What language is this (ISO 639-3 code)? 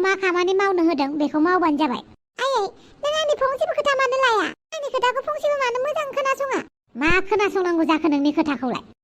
brx